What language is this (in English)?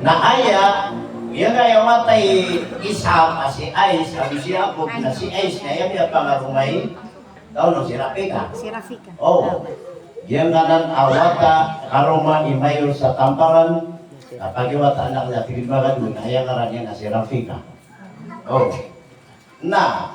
Maranao